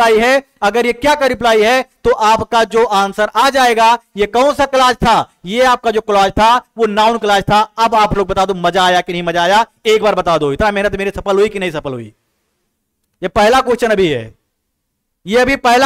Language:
Hindi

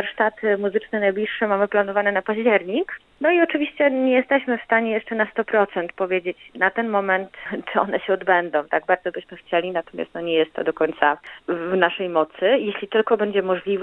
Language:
Polish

